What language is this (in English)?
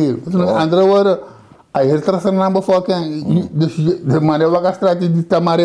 Sranan Tongo